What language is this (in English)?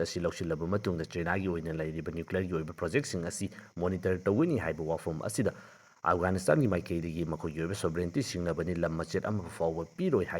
Manipuri